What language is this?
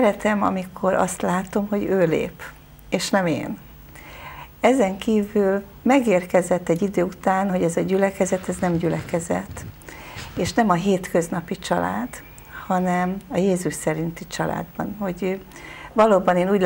Hungarian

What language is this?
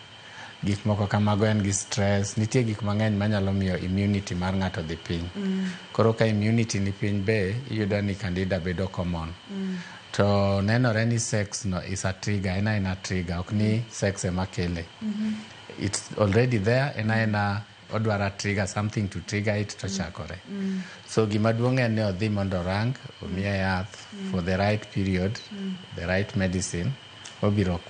Luo (Kenya and Tanzania)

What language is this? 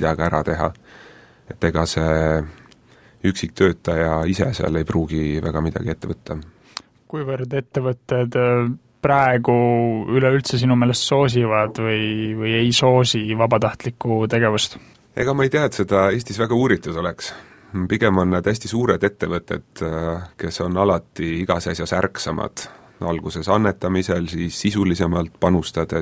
Estonian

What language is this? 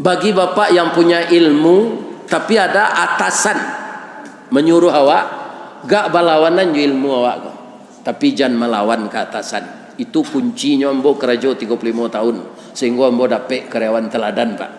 Minangkabau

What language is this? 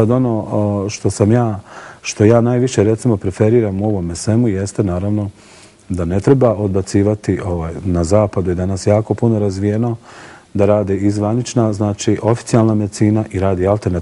Bosnian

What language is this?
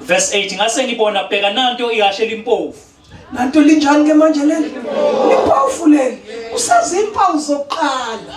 Zulu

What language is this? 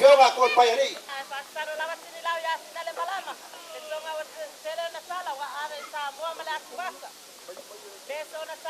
Samoan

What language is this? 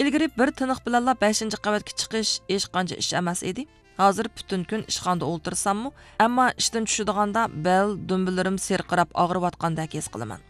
Uyghur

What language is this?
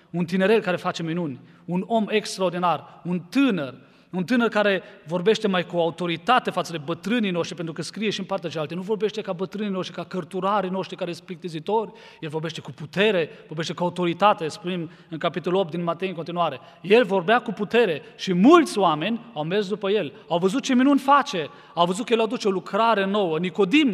Romanian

